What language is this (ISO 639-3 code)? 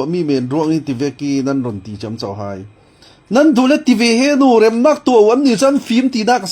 cfm